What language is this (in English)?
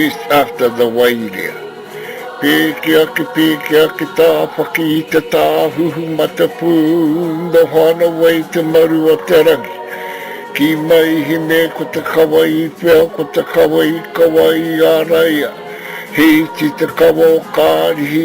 Māori